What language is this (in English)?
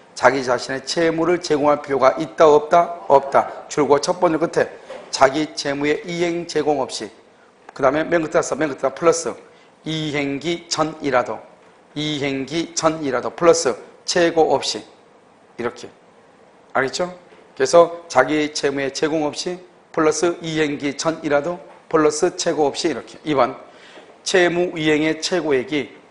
Korean